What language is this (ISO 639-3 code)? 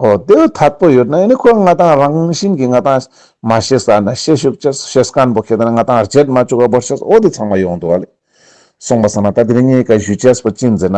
lbj